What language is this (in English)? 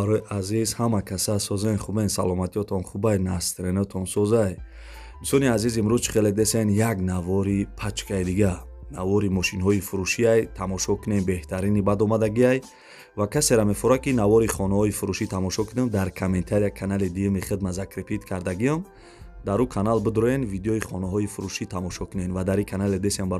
Tajik